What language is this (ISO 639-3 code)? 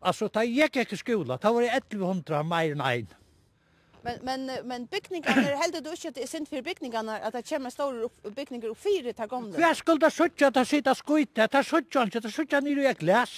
fao